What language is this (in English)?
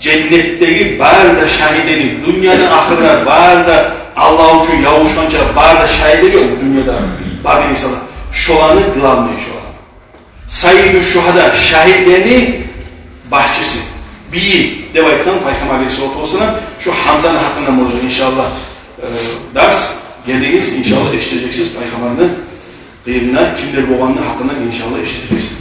Kumyk